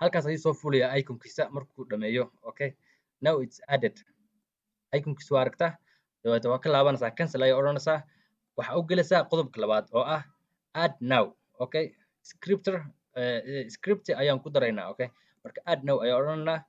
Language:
Somali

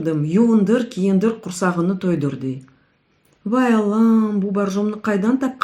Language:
Crimean Tatar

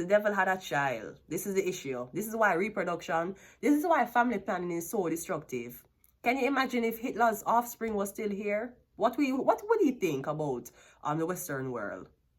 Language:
Jamaican Creole English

